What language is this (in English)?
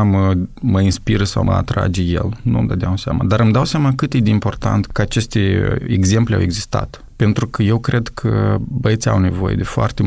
Romanian